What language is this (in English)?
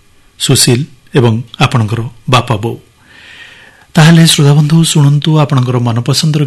Odia